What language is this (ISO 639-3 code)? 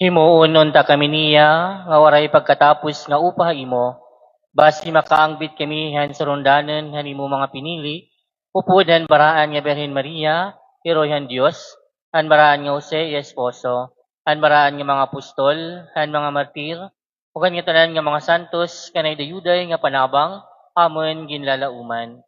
war